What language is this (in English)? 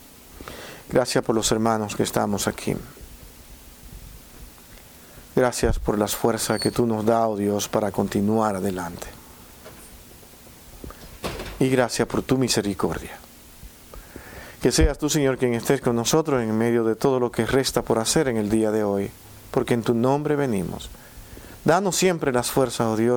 Spanish